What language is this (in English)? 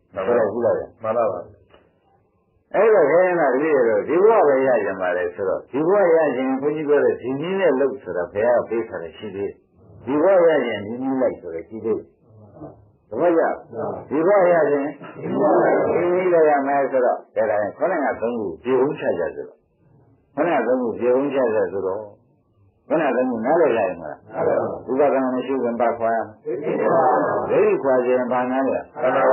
Burmese